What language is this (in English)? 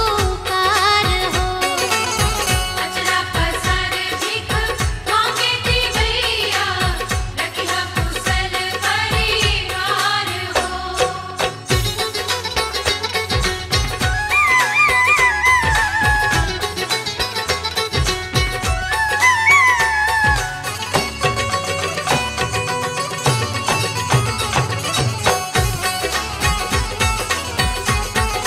Bhojpuri